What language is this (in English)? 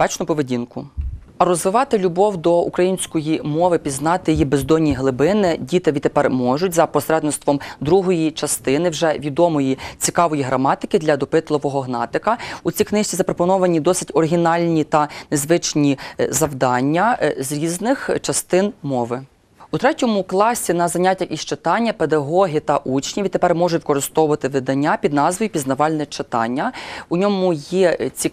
Ukrainian